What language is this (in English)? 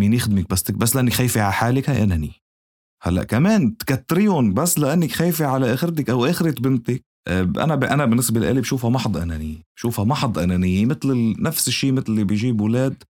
North Levantine Arabic